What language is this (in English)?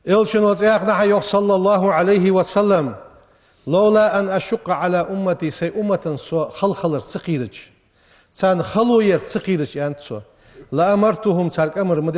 Ingush